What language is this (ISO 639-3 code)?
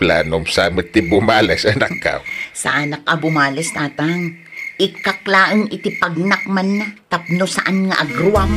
ilo